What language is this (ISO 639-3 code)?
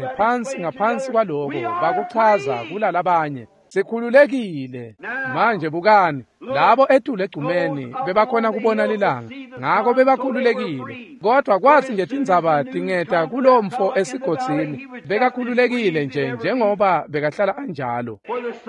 ssw